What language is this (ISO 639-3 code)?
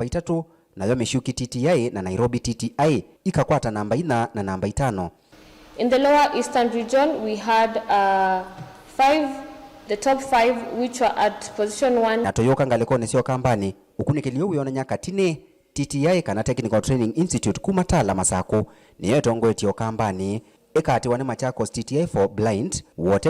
kam